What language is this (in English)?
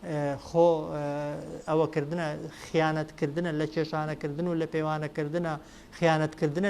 Central Kurdish